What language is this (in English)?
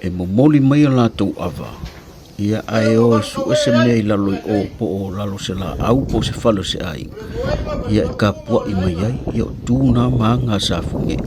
Samoan